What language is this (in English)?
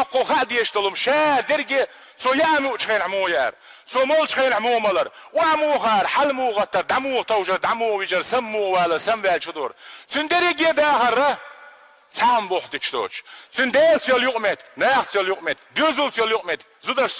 Chechen